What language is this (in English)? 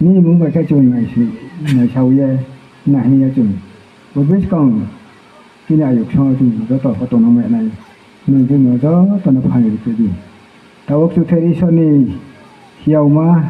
Riang (India)